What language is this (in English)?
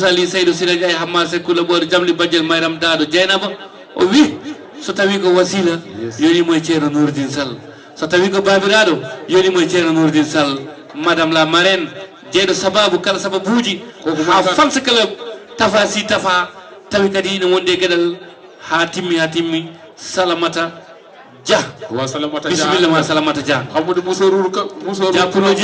Fula